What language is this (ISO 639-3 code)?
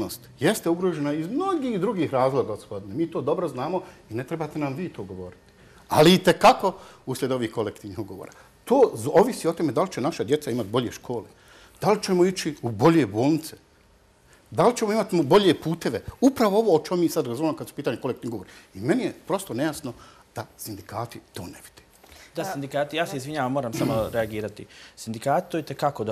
bos